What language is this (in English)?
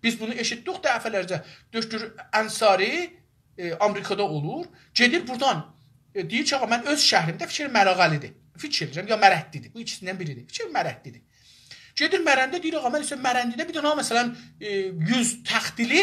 South Azerbaijani